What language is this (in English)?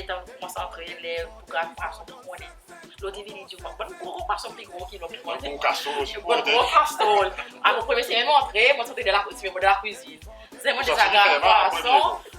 Seselwa Creole French